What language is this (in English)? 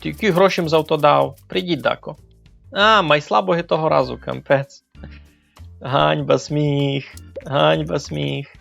Rusyn